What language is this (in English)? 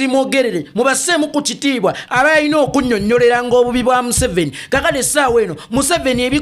Ganda